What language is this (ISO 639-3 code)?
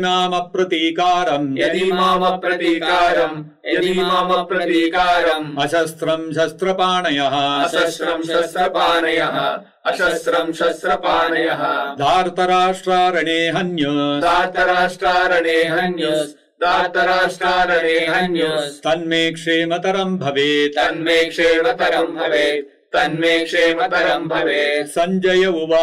san